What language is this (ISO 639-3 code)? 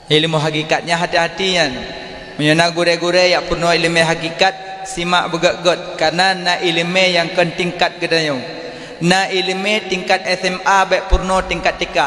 ace